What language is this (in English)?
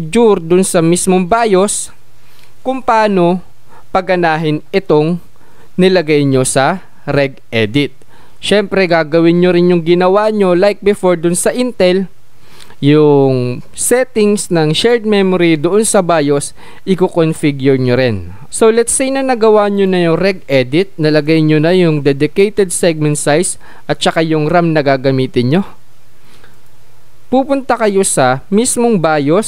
Filipino